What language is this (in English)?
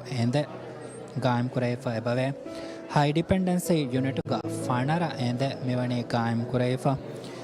Divehi